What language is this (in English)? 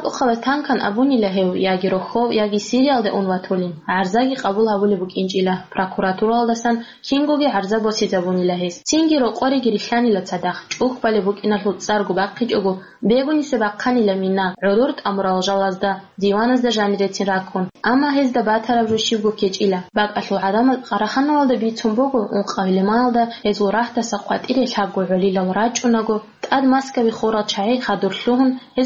Avaric